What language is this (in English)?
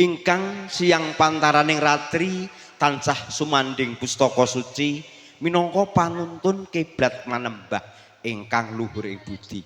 Javanese